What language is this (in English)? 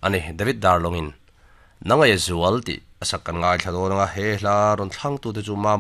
Mizo